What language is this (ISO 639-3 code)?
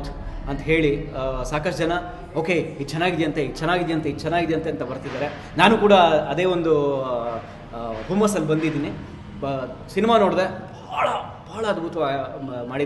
kan